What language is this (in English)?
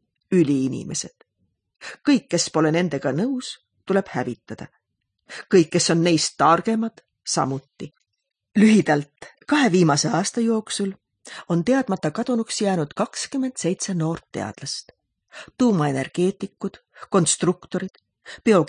Estonian